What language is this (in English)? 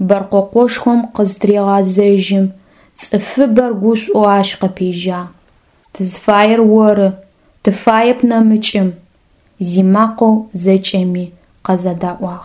Adyghe